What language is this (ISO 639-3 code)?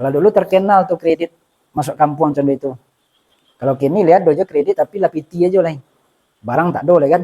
min